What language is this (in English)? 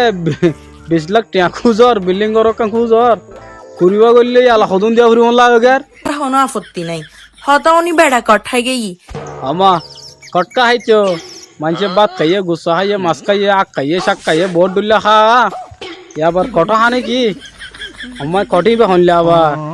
Rohingya